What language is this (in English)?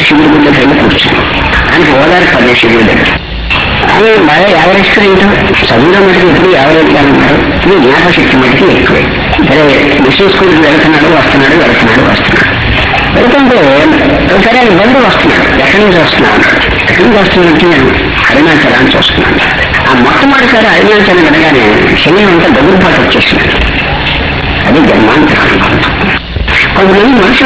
Telugu